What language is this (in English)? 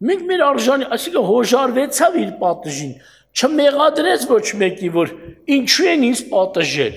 Armenian